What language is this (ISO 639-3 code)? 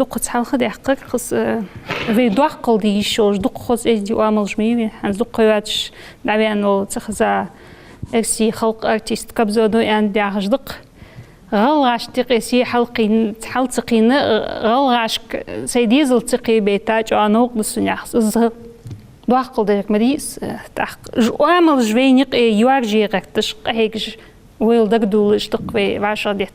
inh